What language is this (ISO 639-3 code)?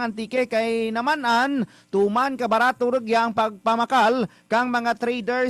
hil